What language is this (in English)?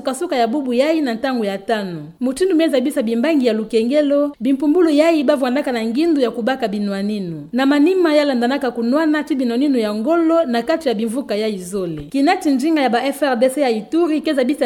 Kituba (Democratic Republic of Congo)